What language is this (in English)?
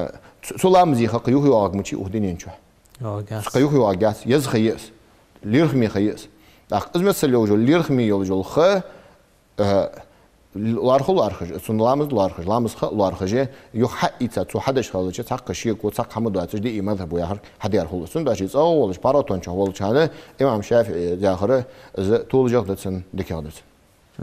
Ingush